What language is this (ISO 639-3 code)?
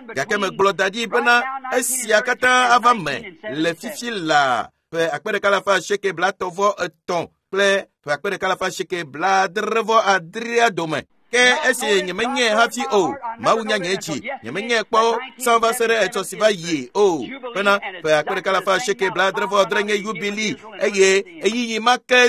ewe